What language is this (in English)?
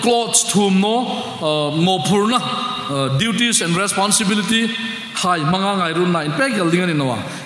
Hmar